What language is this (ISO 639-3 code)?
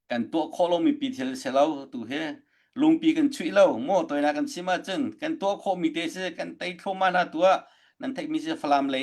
cnh